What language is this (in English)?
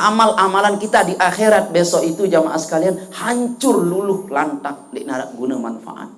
Sasak